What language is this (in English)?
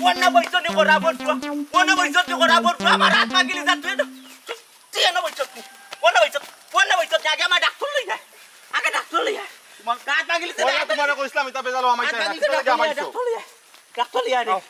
Sylheti